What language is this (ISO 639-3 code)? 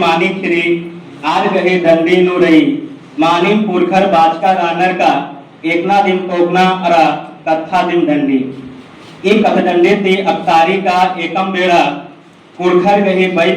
kru